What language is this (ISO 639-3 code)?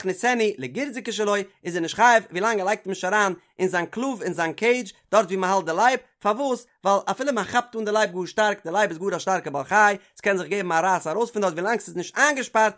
yid